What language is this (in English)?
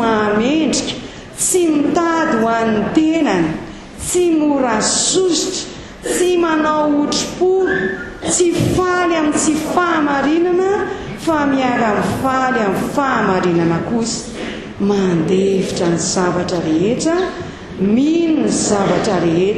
Malagasy